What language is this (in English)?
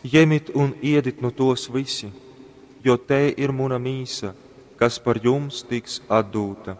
Latgalian